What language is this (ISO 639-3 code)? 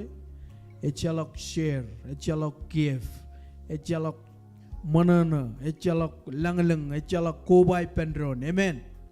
mah